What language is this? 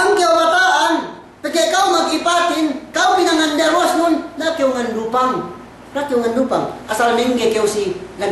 Yakan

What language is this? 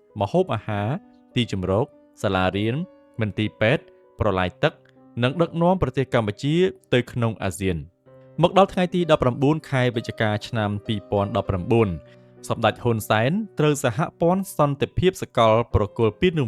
Khmer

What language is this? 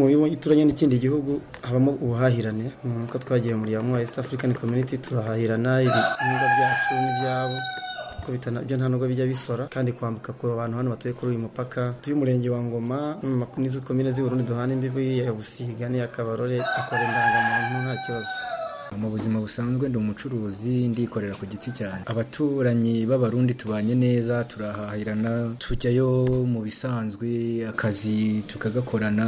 Kinyarwanda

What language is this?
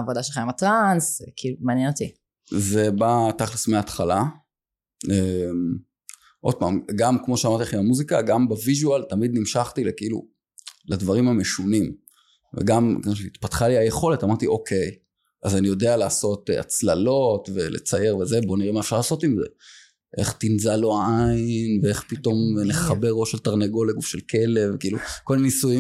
Hebrew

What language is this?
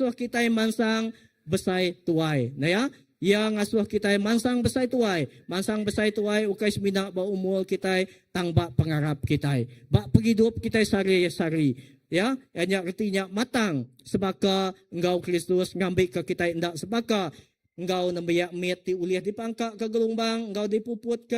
Iban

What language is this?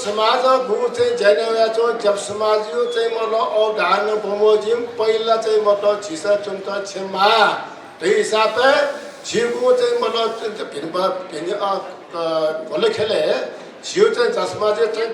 Newari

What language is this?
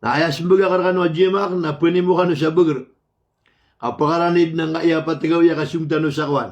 Maranao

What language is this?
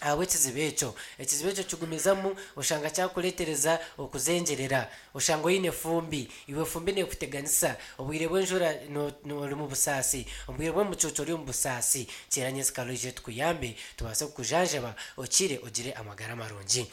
Nyankole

